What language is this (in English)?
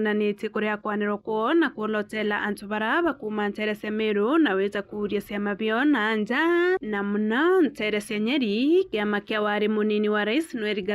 Meru